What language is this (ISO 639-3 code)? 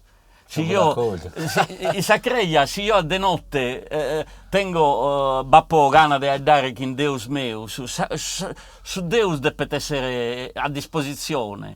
srd